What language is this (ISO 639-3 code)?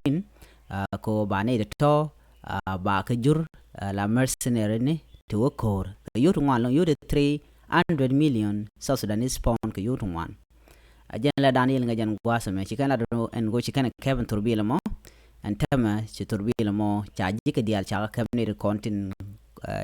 nus